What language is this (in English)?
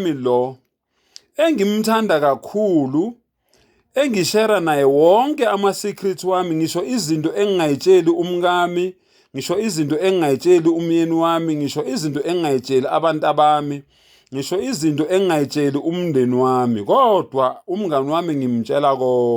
Zulu